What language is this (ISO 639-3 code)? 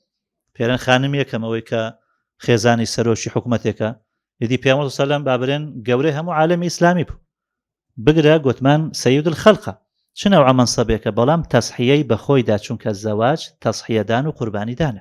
ckb